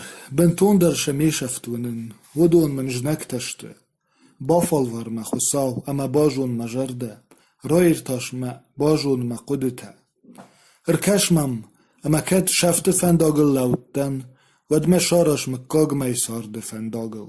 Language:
Ossetic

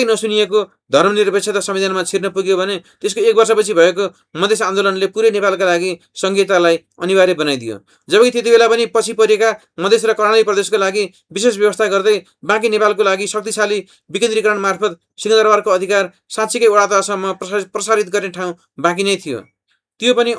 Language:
Nepali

